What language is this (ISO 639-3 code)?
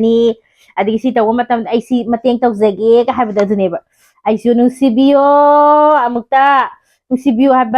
mni